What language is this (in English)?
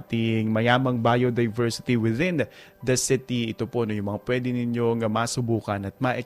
Filipino